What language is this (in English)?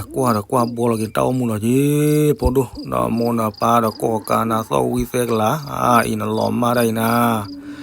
S'gaw Karen